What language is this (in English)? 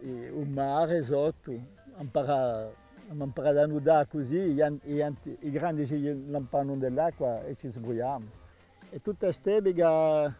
Corsican